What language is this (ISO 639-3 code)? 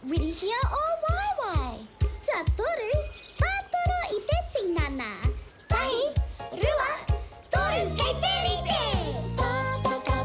mri